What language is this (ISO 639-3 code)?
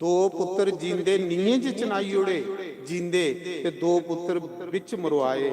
doi